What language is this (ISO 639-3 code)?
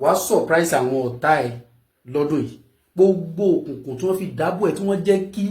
yor